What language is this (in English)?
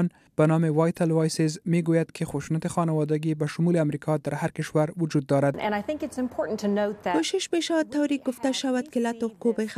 Persian